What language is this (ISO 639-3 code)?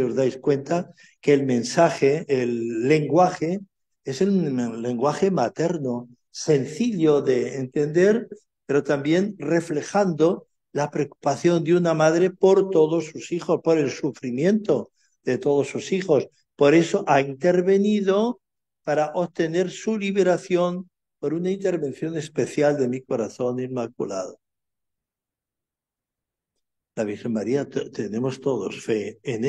spa